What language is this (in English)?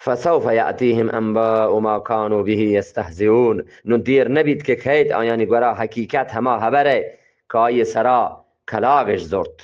Eastern Balochi